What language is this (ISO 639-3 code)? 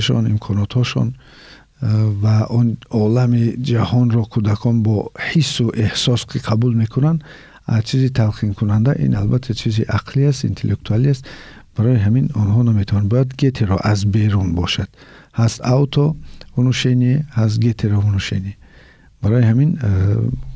tgk